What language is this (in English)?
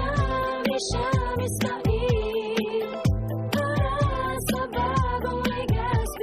Bikol